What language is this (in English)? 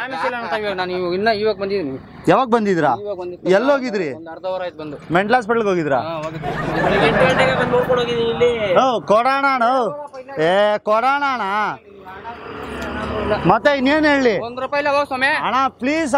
Kannada